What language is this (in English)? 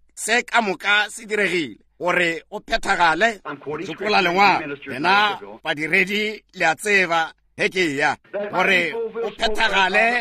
Northern Sotho